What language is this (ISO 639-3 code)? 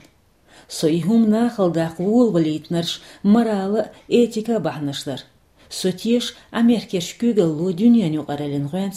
che